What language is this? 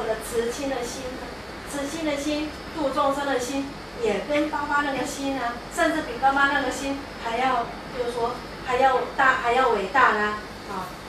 Chinese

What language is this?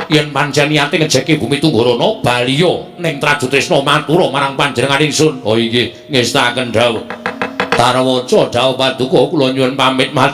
Javanese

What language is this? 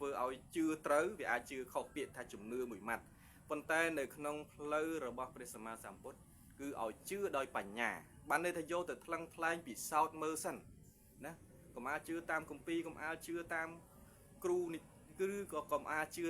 Khmer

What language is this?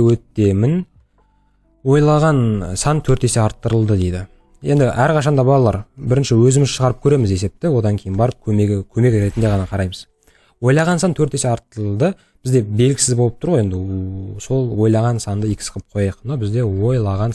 Kazakh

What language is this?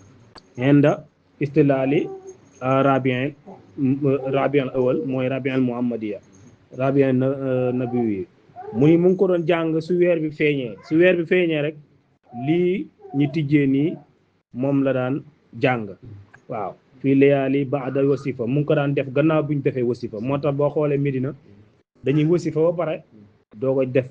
Wolof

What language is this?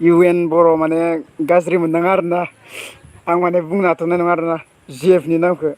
Bodo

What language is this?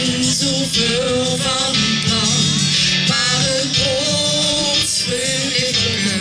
Limburgish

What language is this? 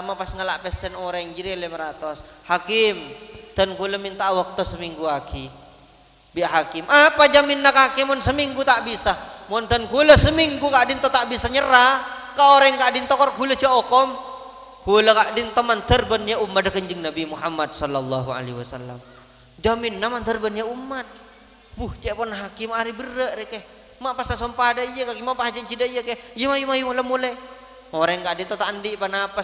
Madurese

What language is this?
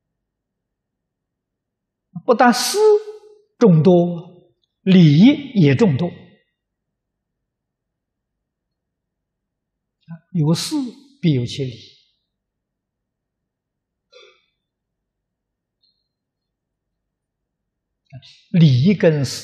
Chinese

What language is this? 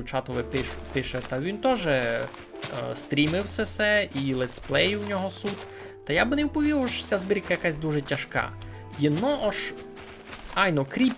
Rusyn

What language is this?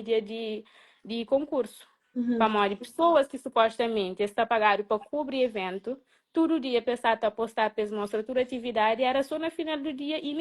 Kabuverdianu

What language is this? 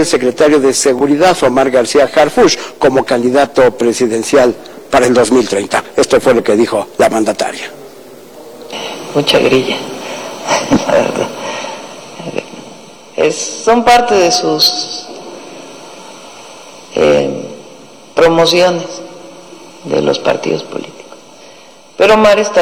Spanish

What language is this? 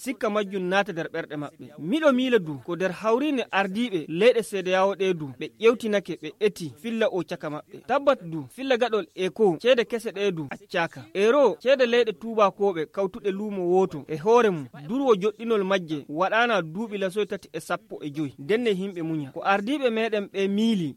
Nigerian Fulfulde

